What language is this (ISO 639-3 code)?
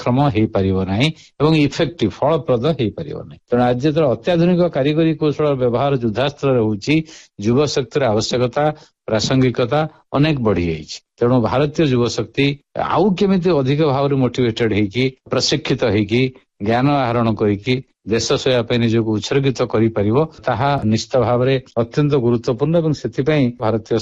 ori